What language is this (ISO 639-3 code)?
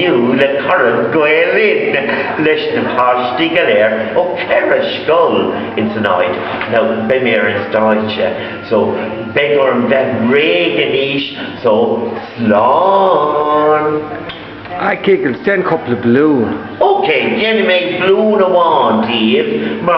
gle